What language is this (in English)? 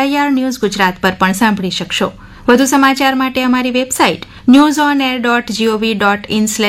Gujarati